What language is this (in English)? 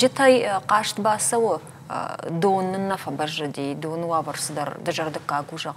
Ossetic